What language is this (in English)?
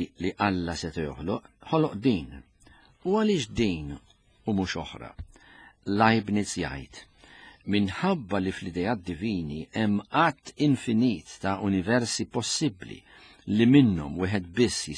Maltese